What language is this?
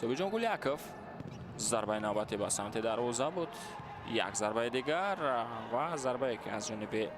Tajik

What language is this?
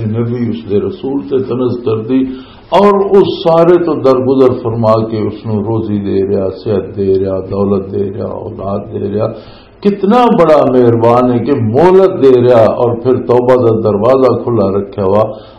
Western Panjabi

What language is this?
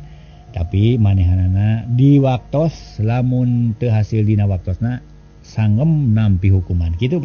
Sundanese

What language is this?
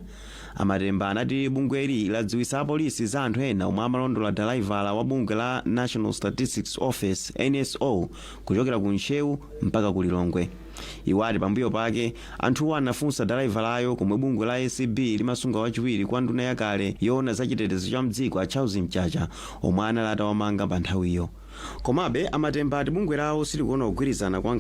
Nyanja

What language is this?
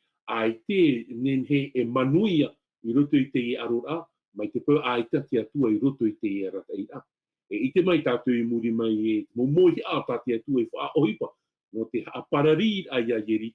Tahitian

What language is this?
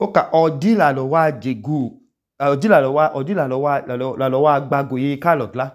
Idoma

